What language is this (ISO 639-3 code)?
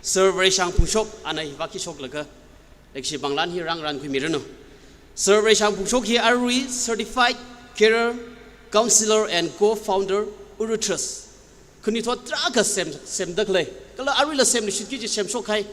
nmf